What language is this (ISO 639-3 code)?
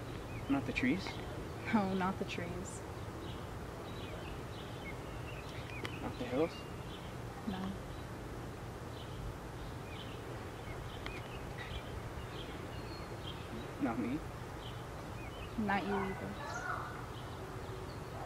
eng